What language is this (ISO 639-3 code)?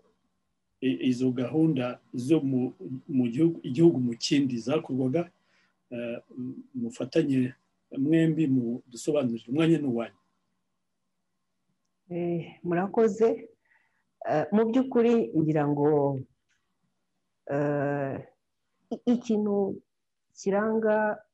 kin